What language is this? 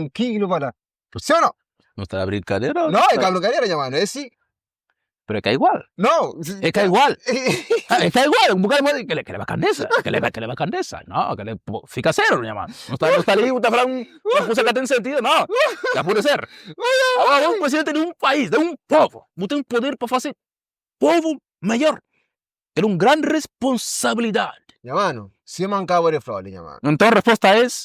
Kabuverdianu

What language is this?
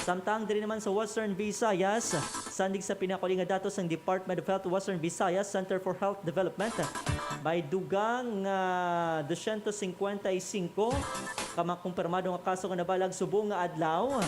Hiligaynon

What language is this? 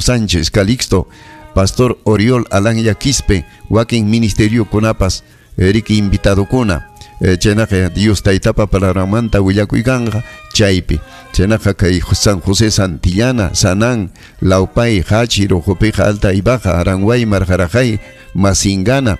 Ayacucho Quechua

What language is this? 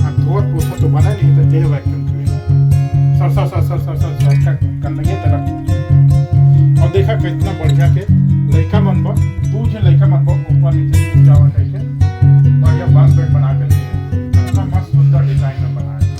Chhattisgarhi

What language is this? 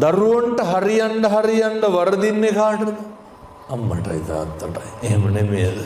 Sinhala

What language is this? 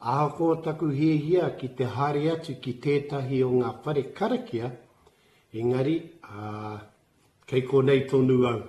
Māori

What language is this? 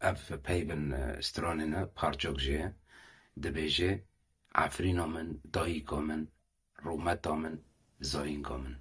Kurdish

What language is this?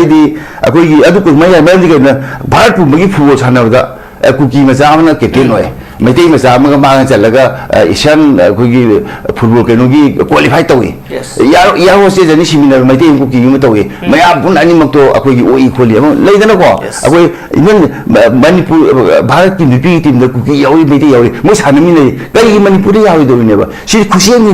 Manipuri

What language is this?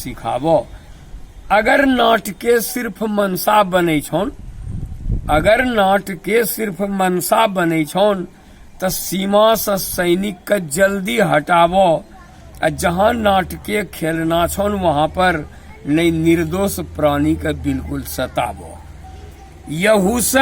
Angika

